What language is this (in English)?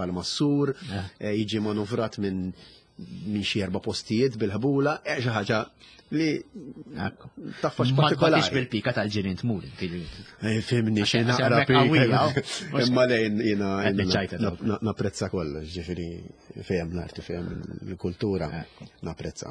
Maltese